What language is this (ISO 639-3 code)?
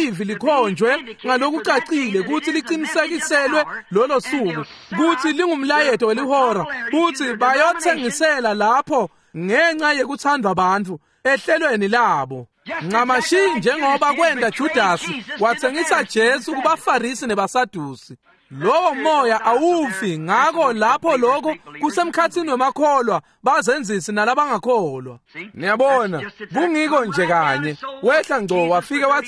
ssw